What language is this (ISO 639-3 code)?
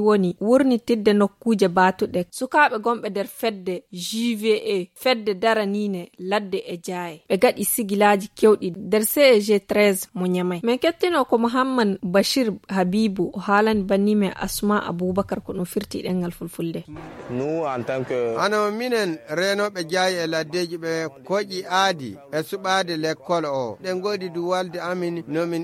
ful